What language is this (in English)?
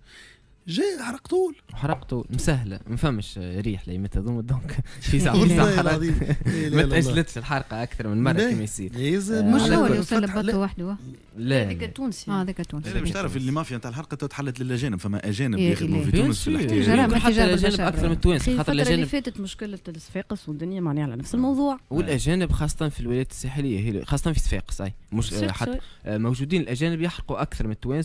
Tunisian Arabic